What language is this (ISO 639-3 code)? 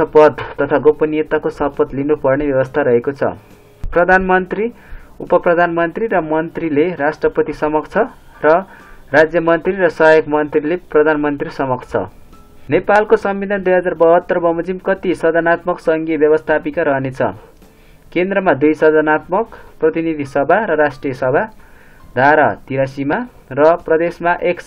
nep